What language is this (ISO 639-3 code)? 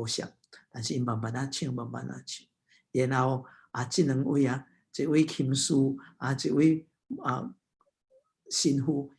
nan